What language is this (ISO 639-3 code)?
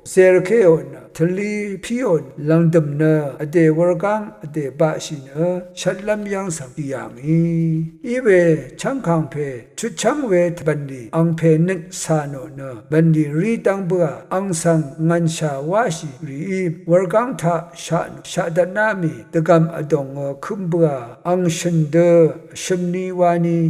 raw